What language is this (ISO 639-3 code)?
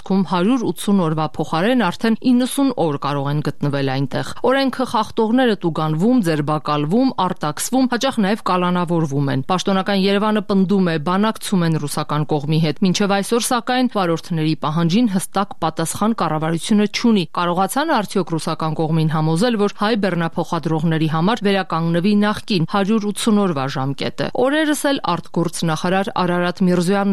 hye